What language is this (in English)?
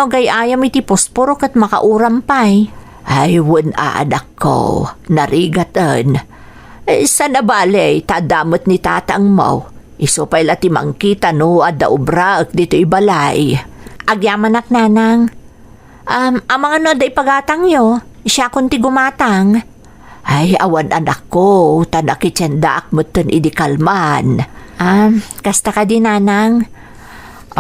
Iloko